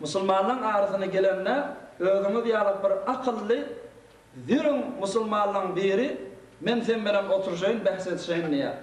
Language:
Turkmen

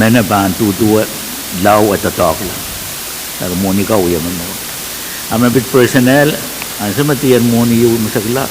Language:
Pohnpeian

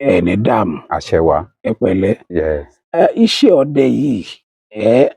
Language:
Yoruba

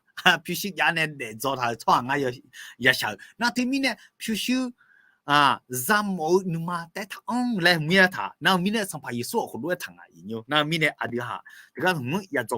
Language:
Akha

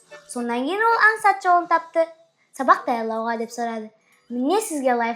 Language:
Kara-Kalpak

